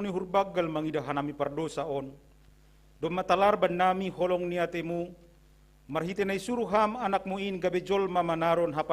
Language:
Batak Simalungun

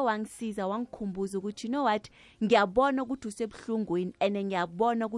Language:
South Ndebele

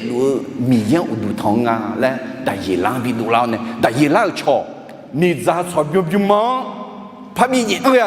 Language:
Akha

